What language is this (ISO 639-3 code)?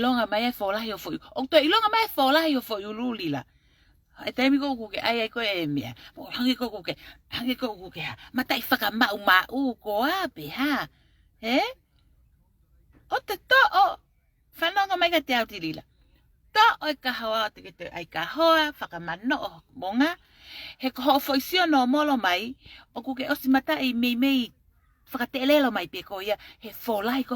ton